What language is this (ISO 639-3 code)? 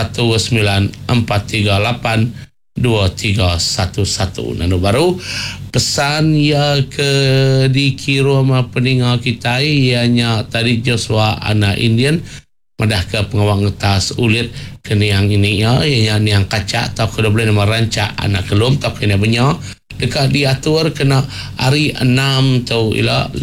iba